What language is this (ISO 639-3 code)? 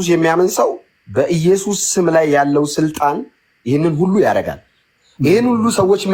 amh